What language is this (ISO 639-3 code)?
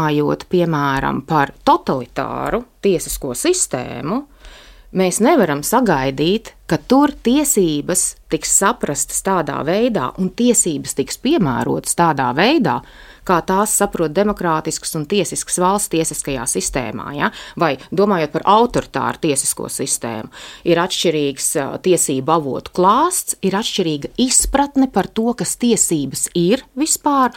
lav